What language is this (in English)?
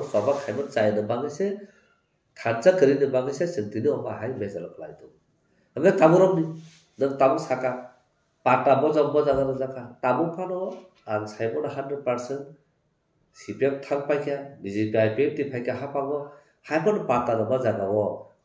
Kok Borok